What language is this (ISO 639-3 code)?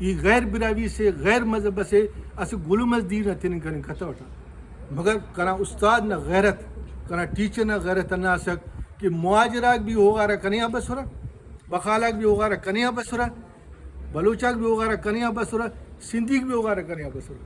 brh